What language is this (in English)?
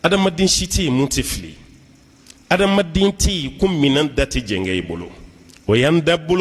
Bambara